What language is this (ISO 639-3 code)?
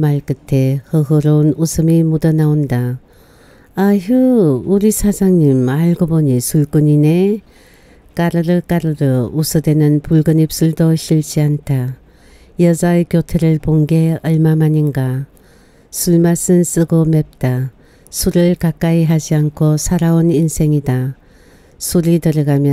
kor